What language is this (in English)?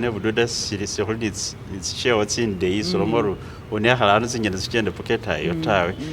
Masaaba